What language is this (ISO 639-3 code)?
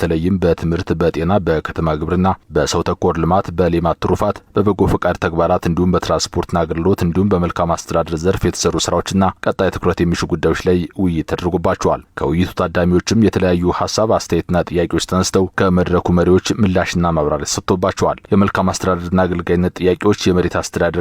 amh